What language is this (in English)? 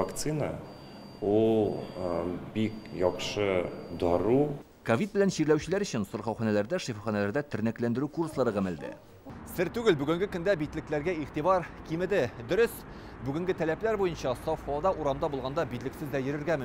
Tatar